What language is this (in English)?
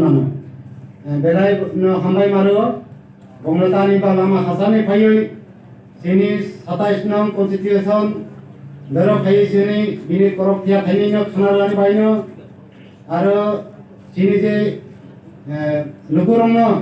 Kok Borok